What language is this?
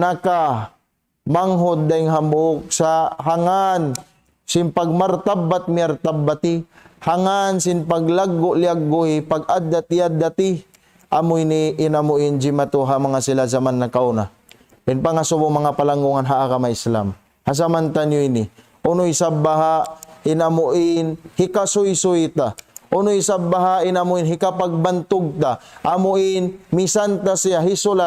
Tausug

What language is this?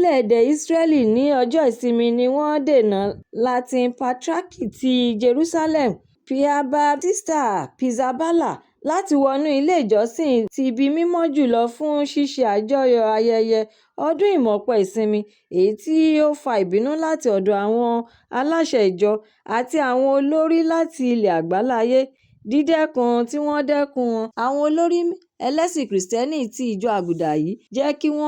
Yoruba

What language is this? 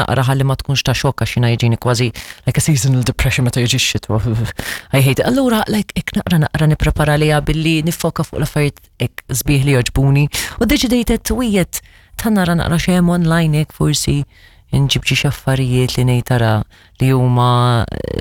Maltese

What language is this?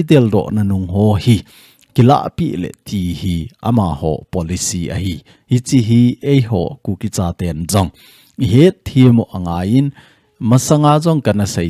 Thado Chin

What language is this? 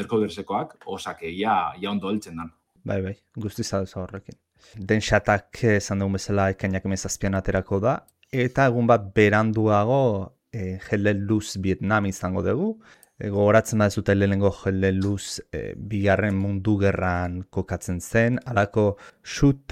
Basque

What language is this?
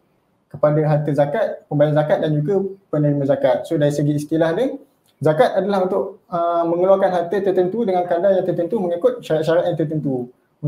Malay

